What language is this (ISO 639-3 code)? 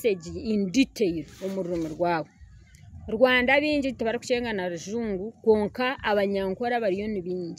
nyn